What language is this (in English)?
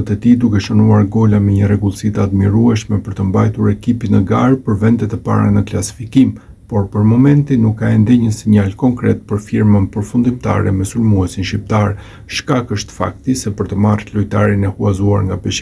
Albanian